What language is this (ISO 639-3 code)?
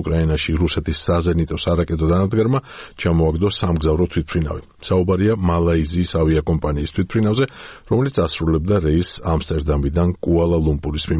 kat